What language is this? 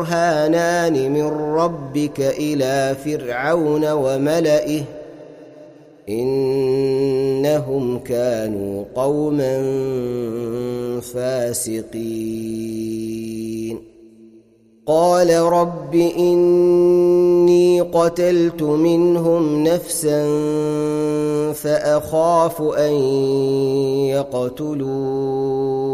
Arabic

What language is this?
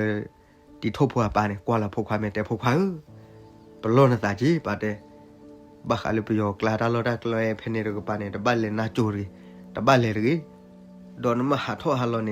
S'gaw Karen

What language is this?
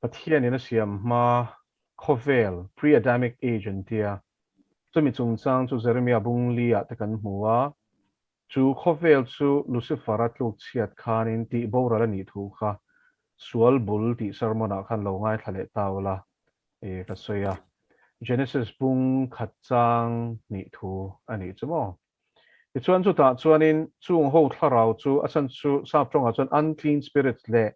Mizo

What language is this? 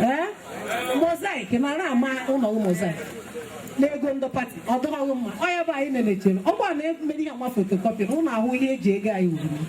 Igbo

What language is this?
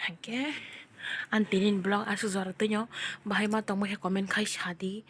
Kok Borok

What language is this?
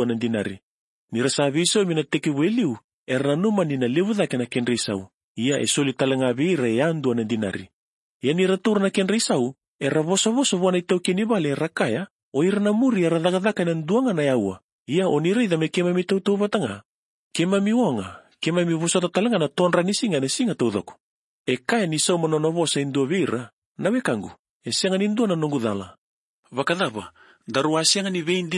Fijian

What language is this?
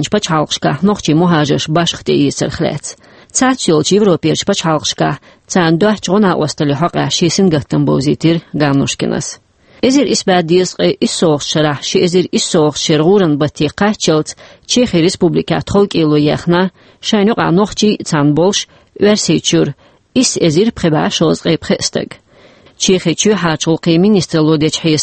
Chechen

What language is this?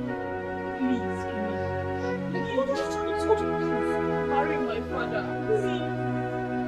Nigerian Pidgin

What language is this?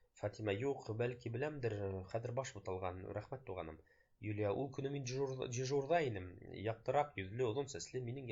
Bashkir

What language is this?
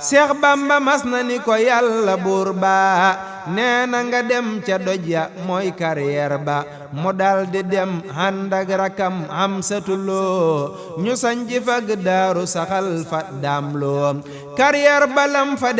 Wolof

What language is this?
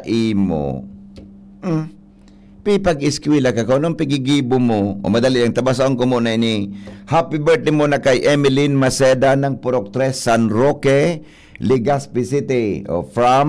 Bikol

